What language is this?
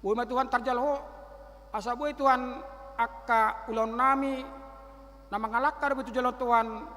Batak Toba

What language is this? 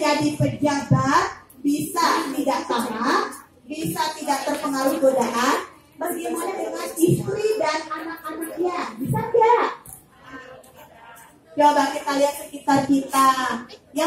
Indonesian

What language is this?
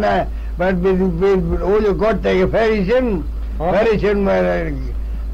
Manx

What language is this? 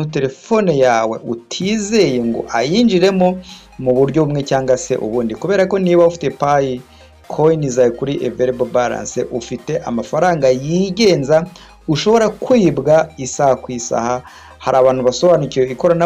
Kinyarwanda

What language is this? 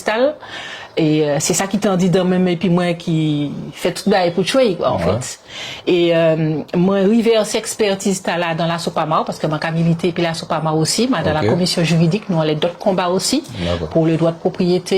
Guadeloupean Creole French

